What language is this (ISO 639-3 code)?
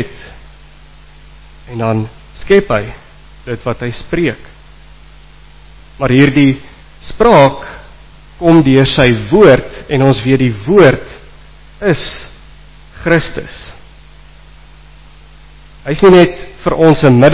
afr